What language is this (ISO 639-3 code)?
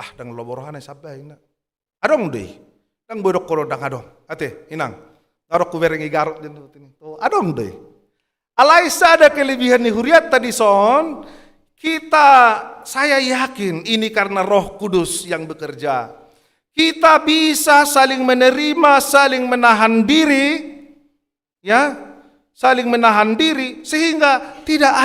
bbc